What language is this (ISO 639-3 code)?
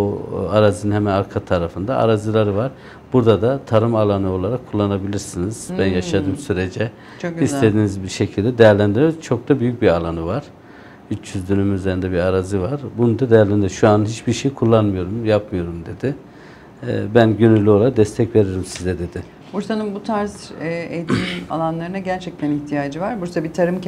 tur